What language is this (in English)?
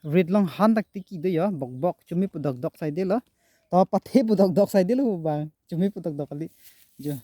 Karbi